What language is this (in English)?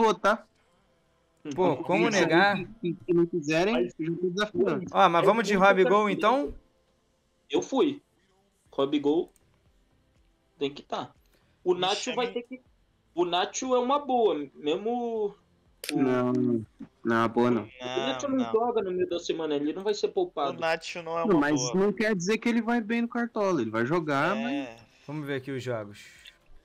Portuguese